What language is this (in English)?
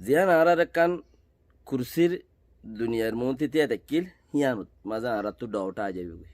Rohingya